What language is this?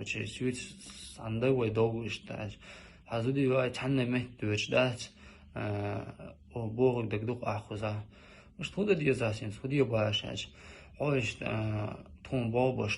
Chechen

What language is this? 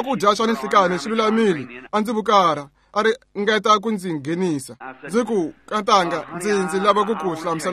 Tsonga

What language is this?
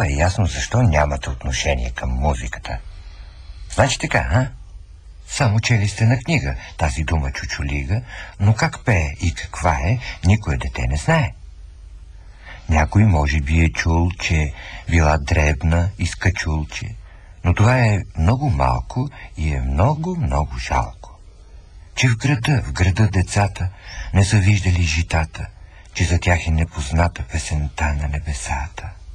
Bulgarian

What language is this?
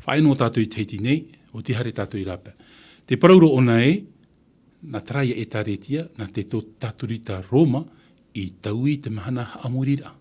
Tahitian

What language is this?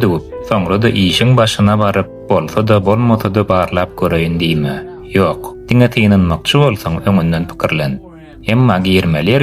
Turkmen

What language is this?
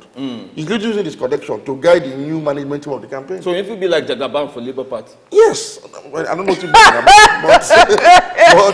Nigerian Pidgin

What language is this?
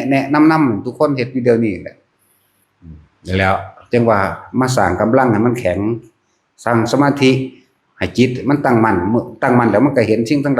Northeastern Thai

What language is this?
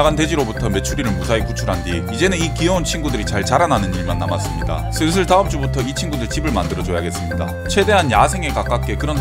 Korean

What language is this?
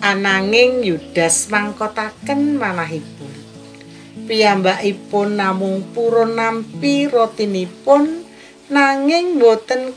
Javanese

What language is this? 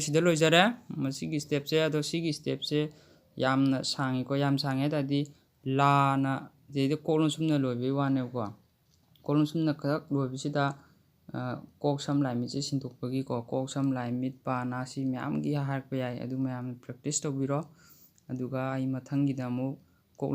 Manipuri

